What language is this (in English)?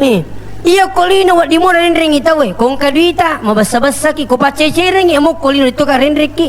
Buginese